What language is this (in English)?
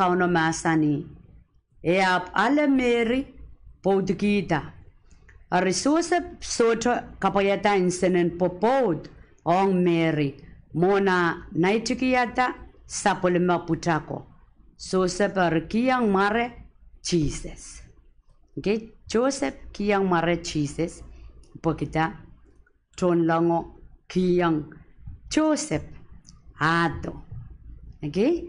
Pohnpeian